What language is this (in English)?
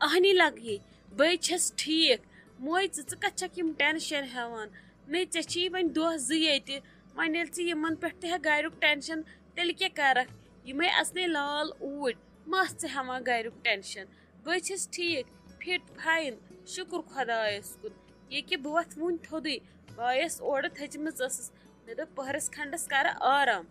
Kashmiri